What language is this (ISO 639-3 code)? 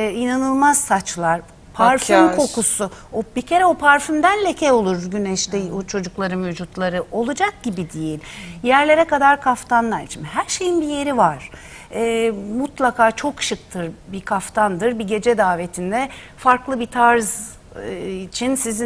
tur